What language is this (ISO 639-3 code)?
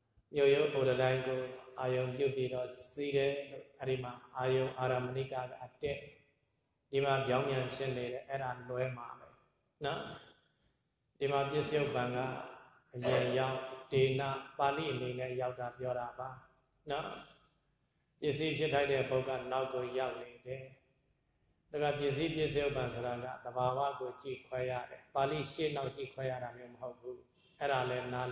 mya